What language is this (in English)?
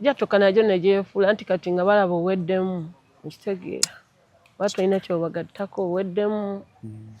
Ganda